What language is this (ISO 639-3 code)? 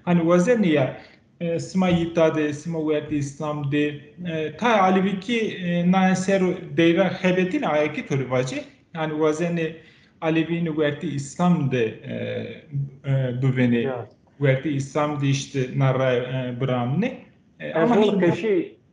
zza